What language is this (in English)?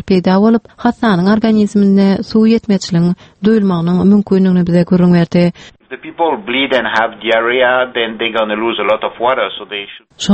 Turkmen